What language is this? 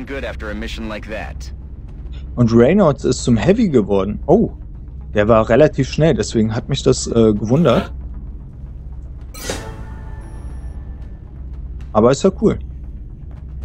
German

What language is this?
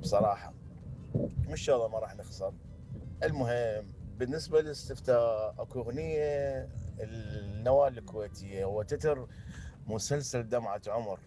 Mesopotamian Arabic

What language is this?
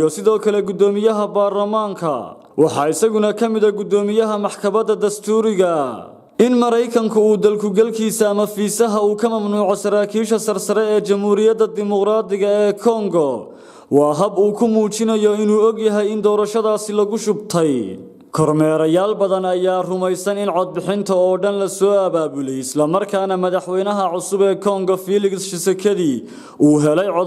Somali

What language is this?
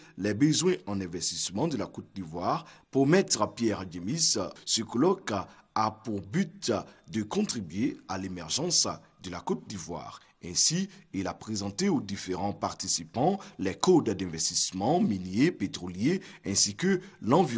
French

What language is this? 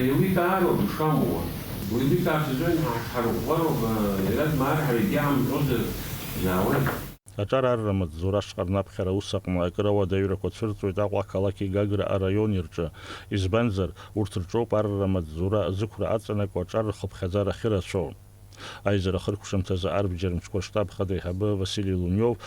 Abkhazian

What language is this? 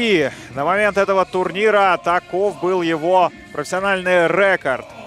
Russian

